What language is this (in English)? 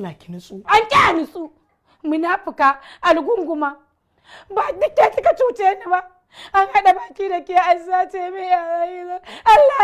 Hausa